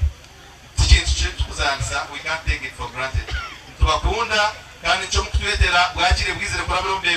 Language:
Nyankole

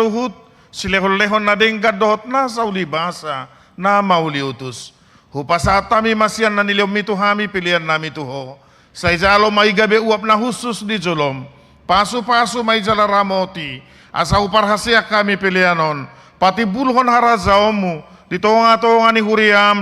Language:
Batak Toba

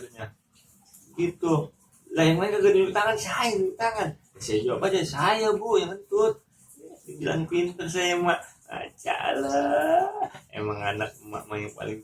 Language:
Betawi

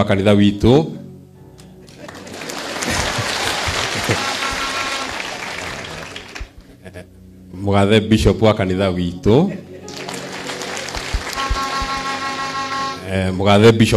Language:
Kikuyu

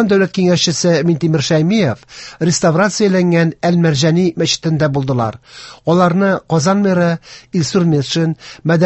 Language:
Tatar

